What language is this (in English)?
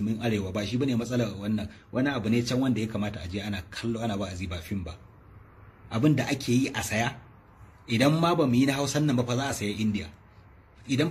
Hausa